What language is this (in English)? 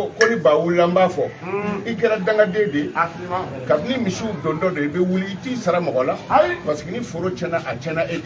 Bambara